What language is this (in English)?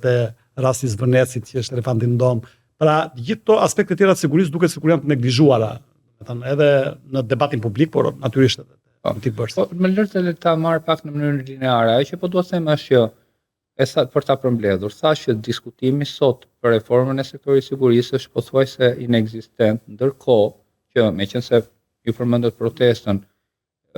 Albanian